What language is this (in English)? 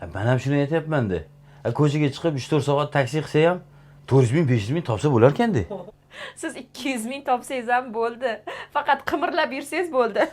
Uzbek